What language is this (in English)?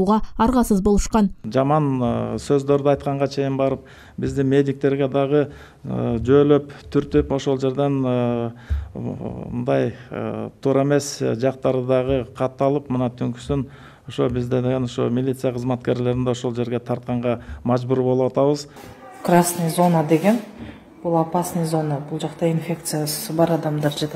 Kyrgyz